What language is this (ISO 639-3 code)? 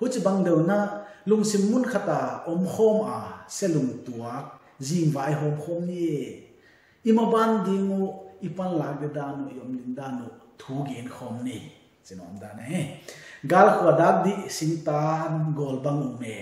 pck